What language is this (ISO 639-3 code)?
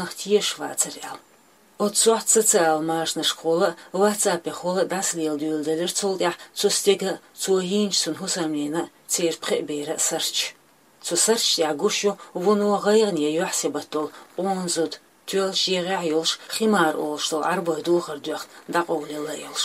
che